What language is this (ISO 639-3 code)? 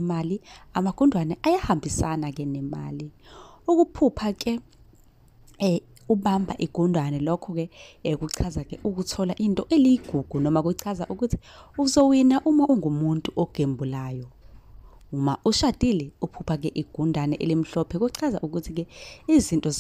zul